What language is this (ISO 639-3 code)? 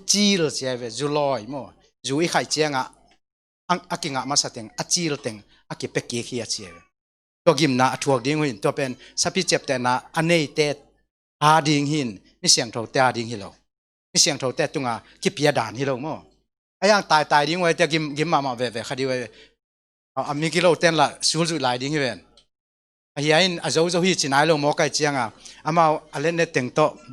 ctd